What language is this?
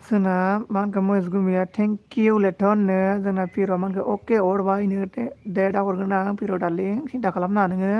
Bodo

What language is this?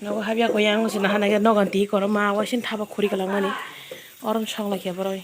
Kok Borok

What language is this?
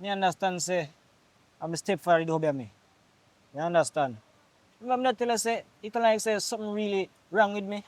Jamaican Creole English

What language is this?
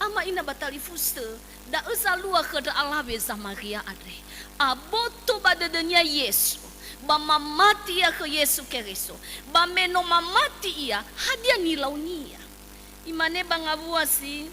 Nias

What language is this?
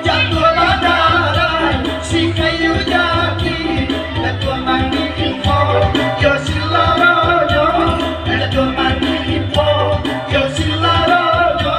Minangkabau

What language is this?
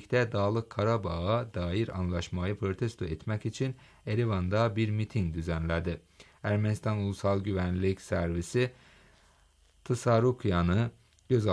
Turkish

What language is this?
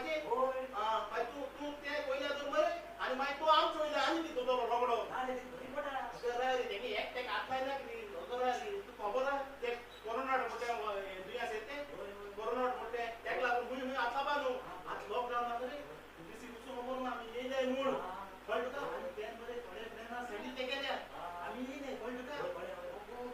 Konkani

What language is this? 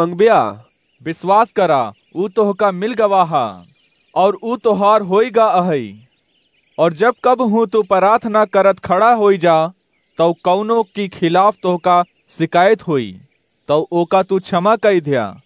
Awadhi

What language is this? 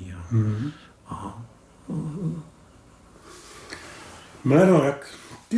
Czech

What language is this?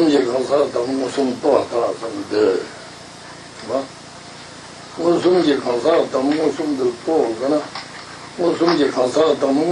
Tibetan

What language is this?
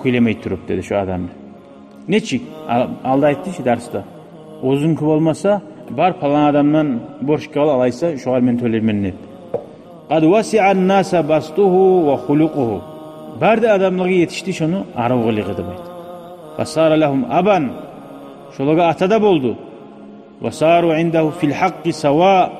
Kumyk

